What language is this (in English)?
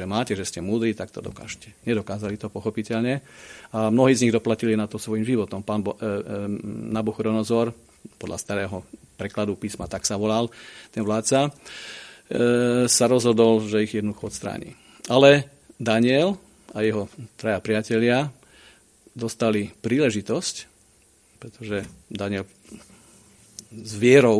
Slovak